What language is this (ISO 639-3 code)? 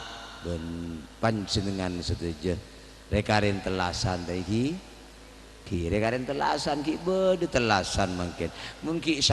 mad